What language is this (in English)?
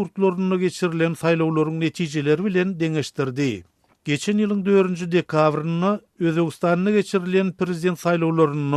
Turkmen